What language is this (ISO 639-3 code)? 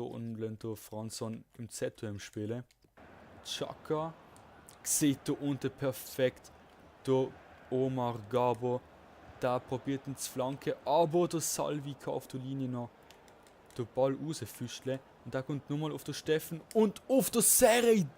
gsw